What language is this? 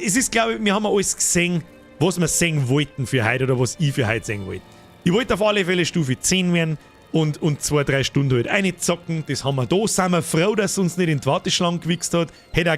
Bavarian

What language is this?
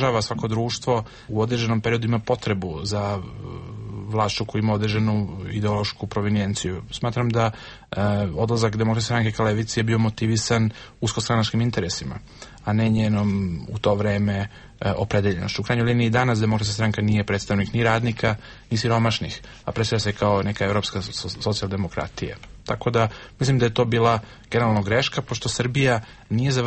Serbian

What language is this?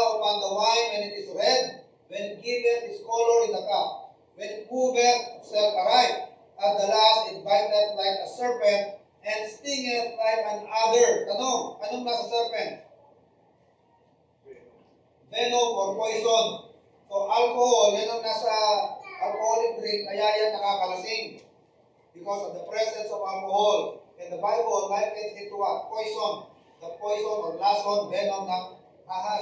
Filipino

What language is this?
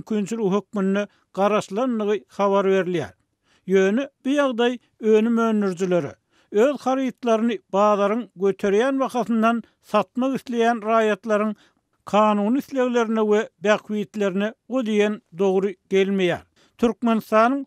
Turkmen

